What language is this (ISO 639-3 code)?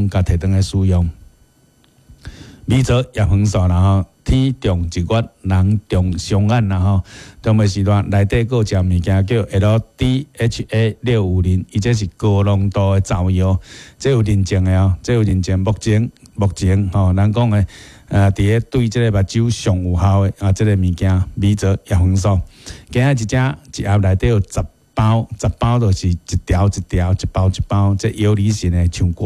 nan